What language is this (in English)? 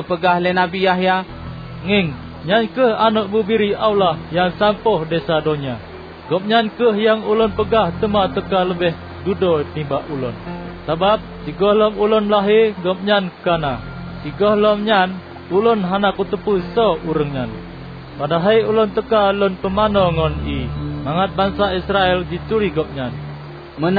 Achinese